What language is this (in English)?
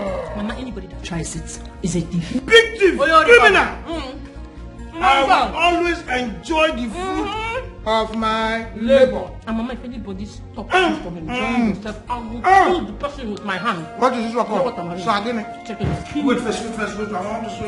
Nigerian Pidgin